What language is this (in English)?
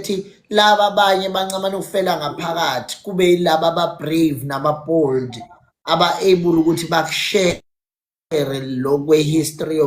Zulu